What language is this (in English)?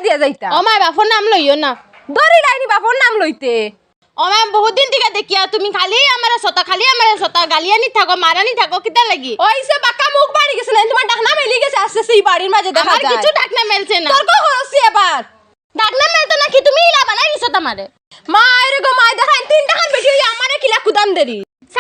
Sylheti